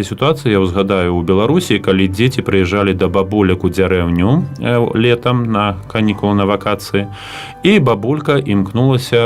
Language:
Belarusian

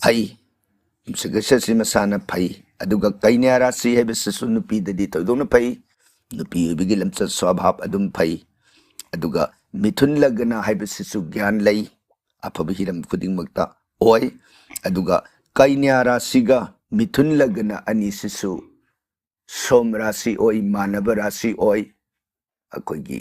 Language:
Manipuri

